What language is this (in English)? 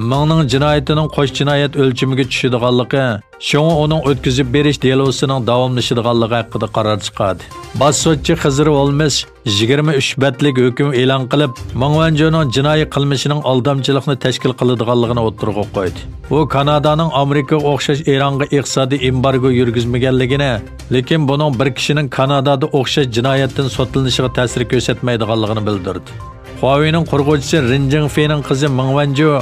Uyghur